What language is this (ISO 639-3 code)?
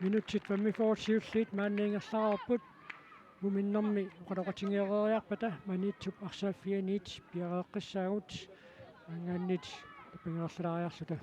kal